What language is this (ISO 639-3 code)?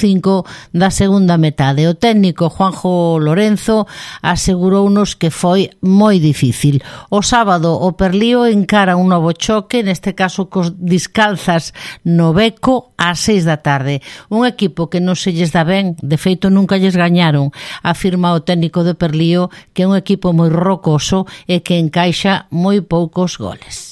glg